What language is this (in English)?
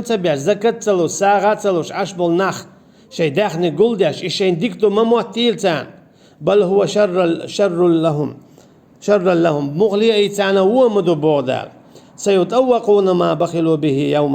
Chechen